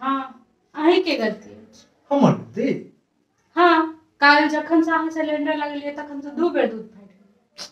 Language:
Maithili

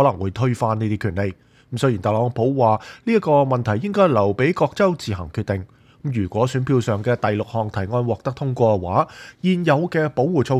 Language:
Cantonese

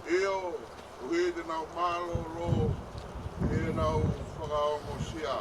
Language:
Tongan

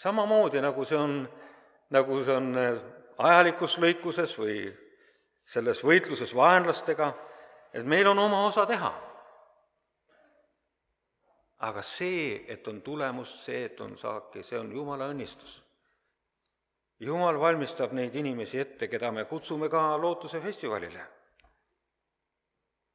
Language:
Estonian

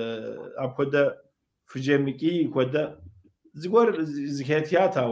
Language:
Kabardian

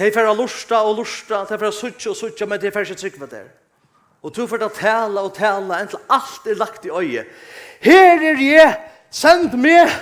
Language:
Faroese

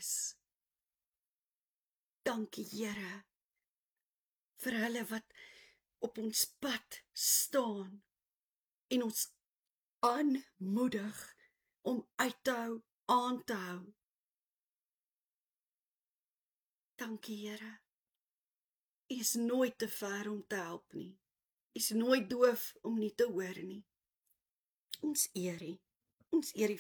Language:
Afrikaans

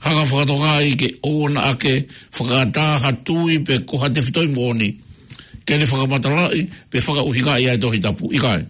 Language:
Tongan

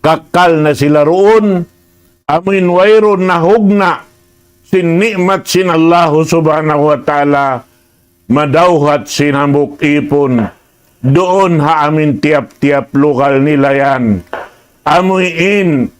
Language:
Tausug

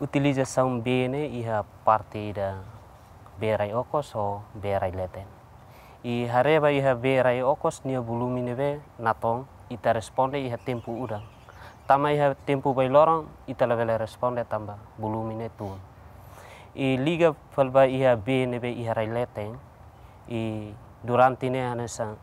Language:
Tetum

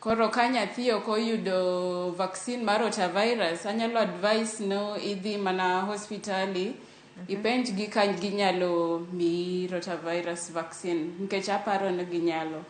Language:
Luo (Kenya and Tanzania)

